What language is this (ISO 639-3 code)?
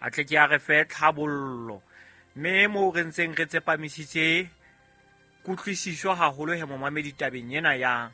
sot